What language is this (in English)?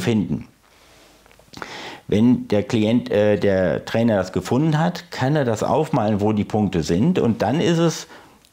German